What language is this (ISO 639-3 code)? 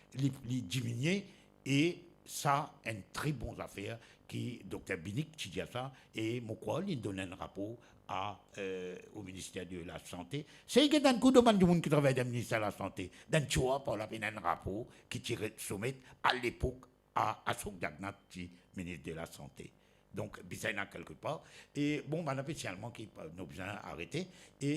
mfe